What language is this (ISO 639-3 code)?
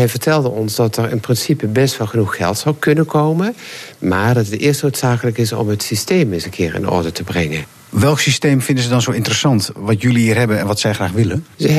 nld